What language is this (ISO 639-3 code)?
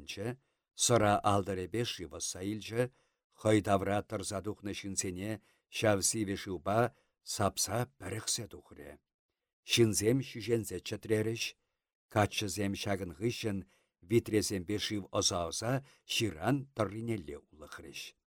chv